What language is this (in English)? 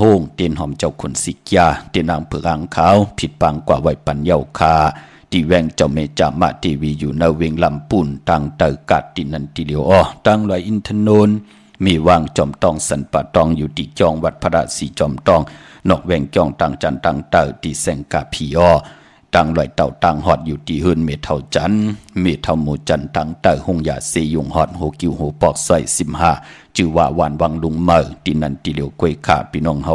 Shan